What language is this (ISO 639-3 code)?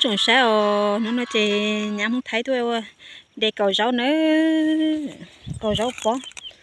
hmn